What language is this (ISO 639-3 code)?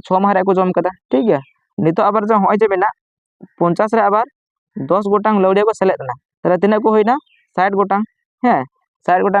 sat